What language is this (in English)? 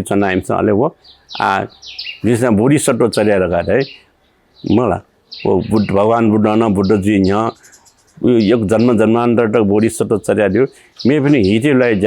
Newari